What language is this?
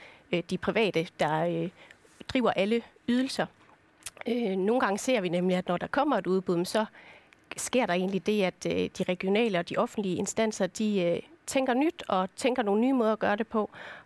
Danish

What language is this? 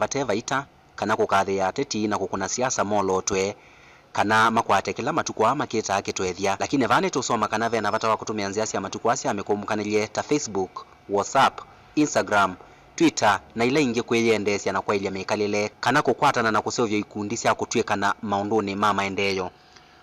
Kamba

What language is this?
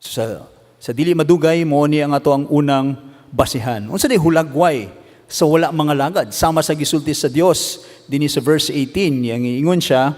Cebuano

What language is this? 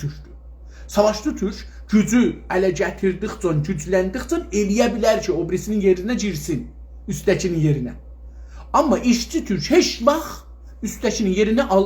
South Azerbaijani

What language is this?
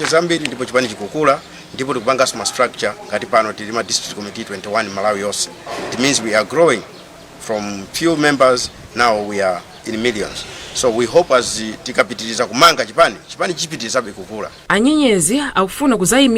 Nyanja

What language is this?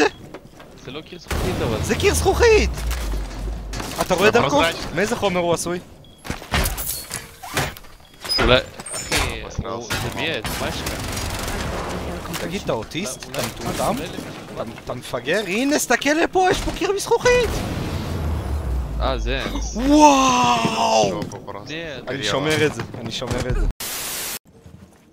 Hebrew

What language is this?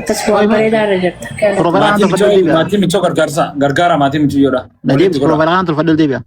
Oromo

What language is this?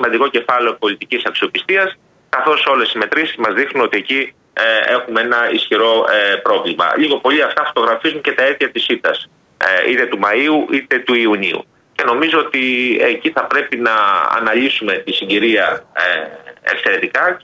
Greek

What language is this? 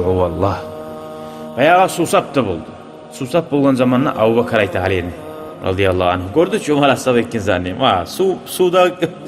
Kumyk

